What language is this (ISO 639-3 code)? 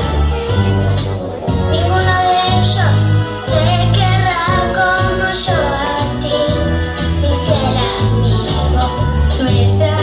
spa